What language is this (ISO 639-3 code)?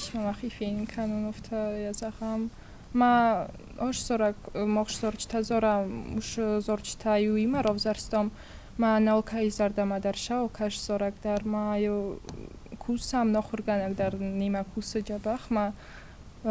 oss